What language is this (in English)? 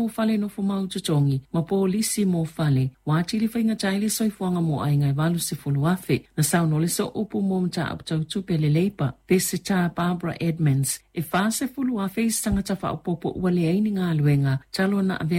Samoan